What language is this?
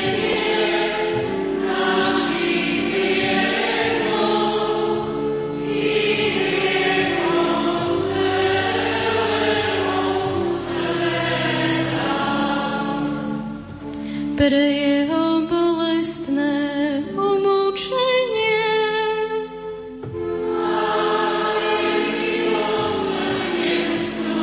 Slovak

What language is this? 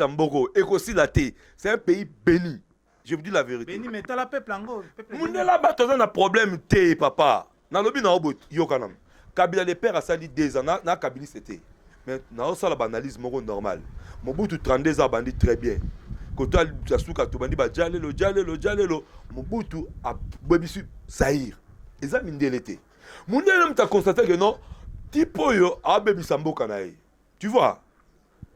Lingala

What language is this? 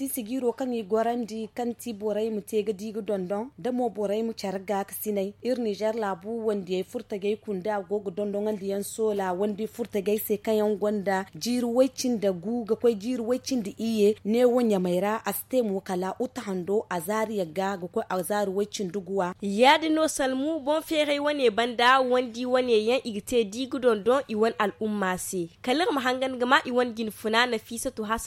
Zarma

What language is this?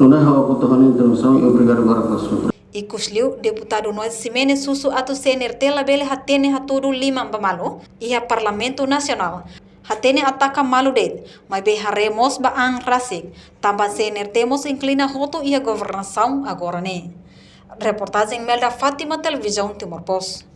Tetum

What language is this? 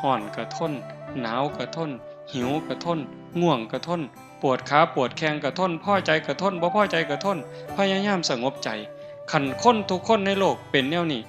Northeastern Thai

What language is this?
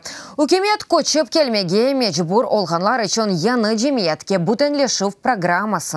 Crimean Tatar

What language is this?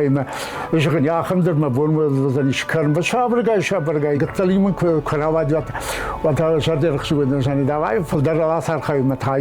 Ossetic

